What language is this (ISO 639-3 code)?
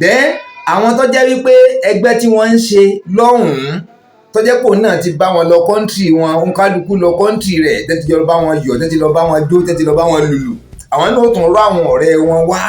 yor